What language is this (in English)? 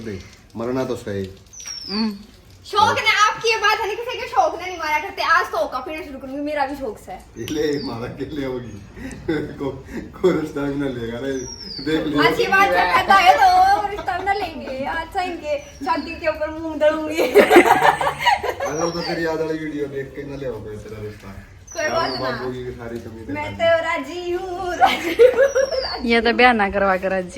Haryanvi